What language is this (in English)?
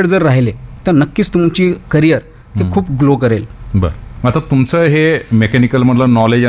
Marathi